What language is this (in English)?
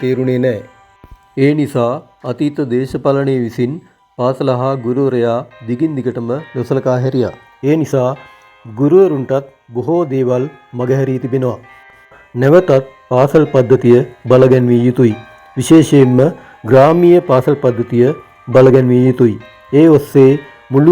Sinhala